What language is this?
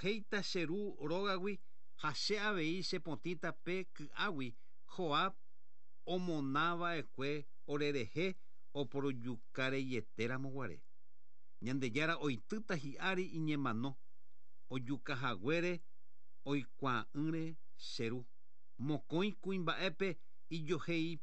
Guarani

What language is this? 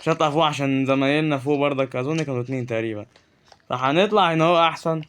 Egyptian Arabic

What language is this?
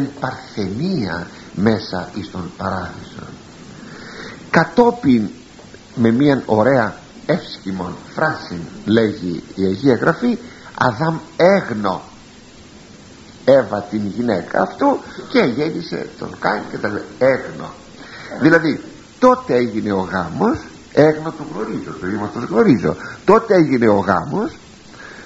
Greek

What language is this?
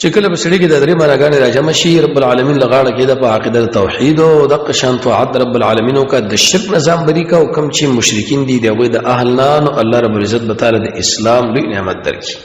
Pashto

